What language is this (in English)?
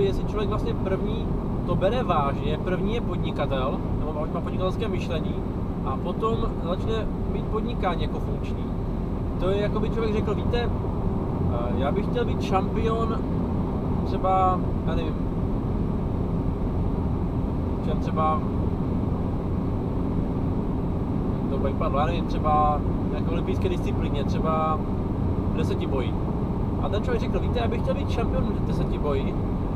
Czech